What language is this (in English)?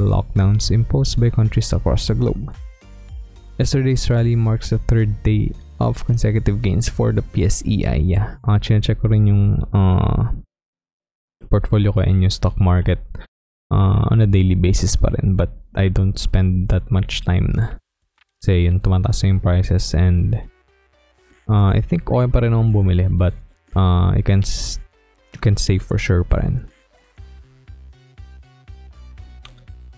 Filipino